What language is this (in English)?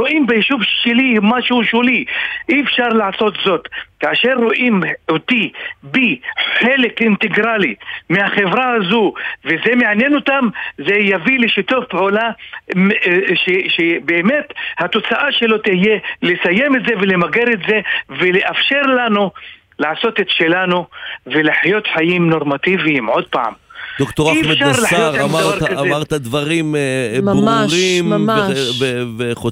Hebrew